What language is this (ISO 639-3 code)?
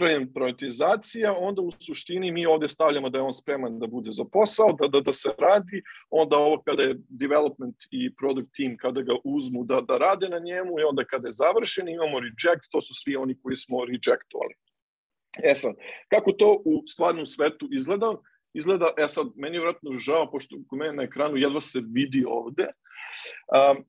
srp